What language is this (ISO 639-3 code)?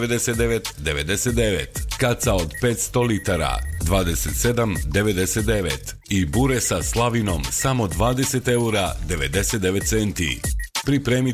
hrv